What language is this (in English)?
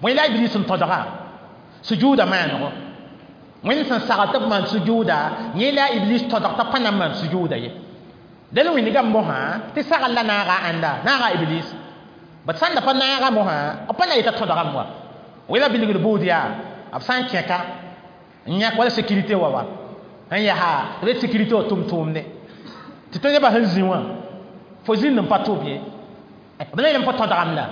Mossi